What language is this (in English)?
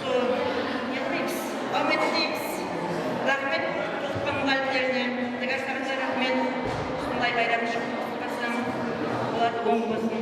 Kara-Kalpak